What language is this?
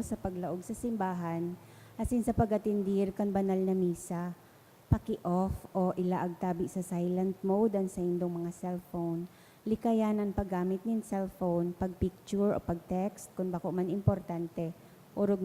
Bikol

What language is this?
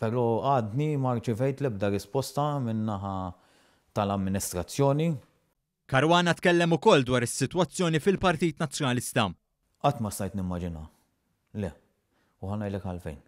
Maltese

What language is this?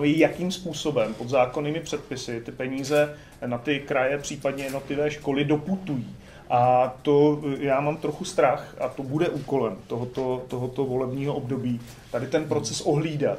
Czech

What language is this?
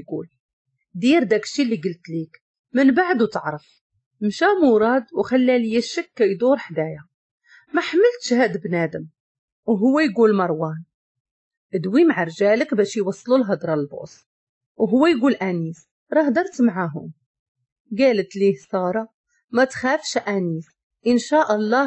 Moroccan Arabic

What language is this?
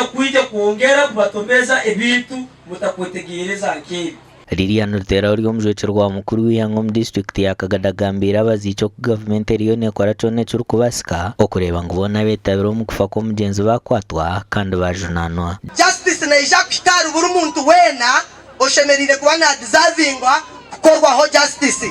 Nyankole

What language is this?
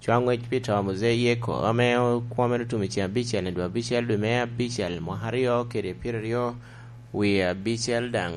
Lango (Uganda)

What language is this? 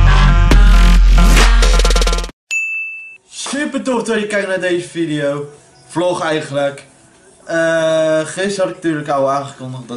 Dutch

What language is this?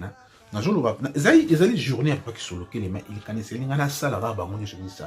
Lingala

